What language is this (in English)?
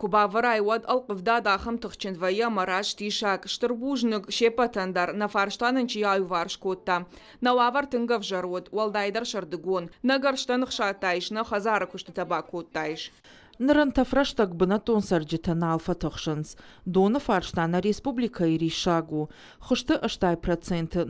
Ossetic